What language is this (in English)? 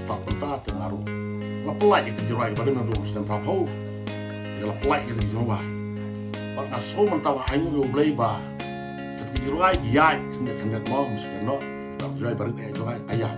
Khasi